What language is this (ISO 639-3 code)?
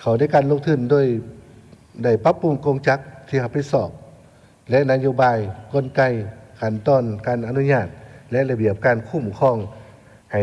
lao